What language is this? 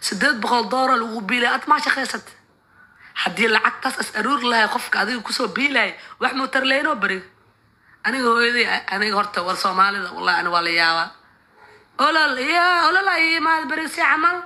Somali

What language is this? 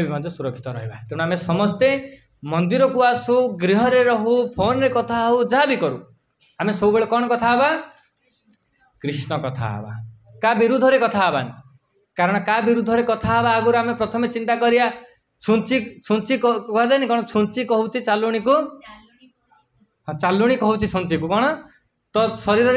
Odia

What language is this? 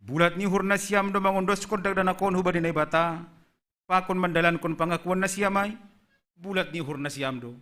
Batak Simalungun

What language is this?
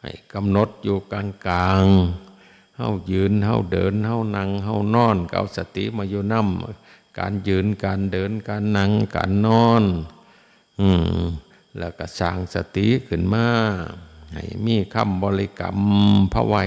Northeastern Thai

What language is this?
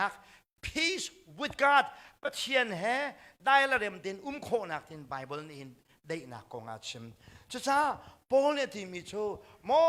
Hakha Chin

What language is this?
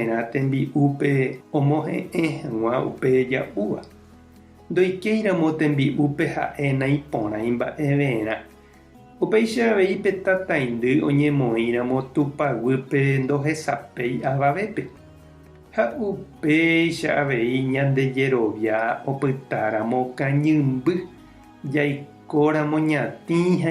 Guarani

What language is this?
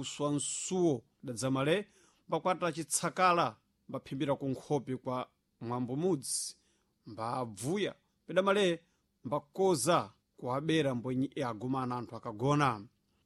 Sena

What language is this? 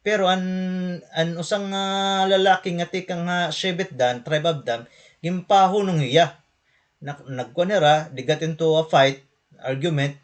Waray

